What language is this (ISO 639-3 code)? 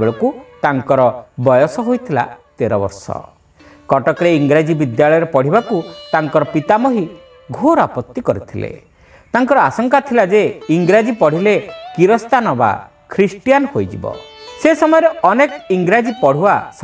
ori